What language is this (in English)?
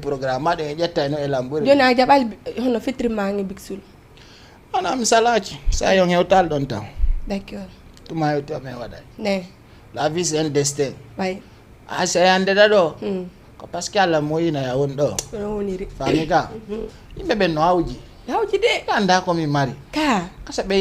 Fula